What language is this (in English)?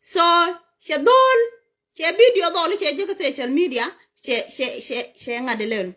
Nuer